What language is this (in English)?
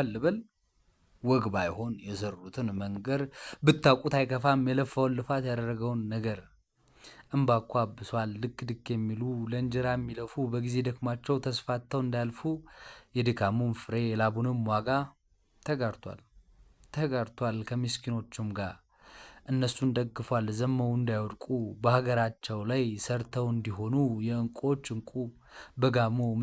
Amharic